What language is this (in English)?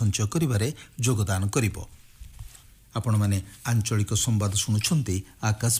Odia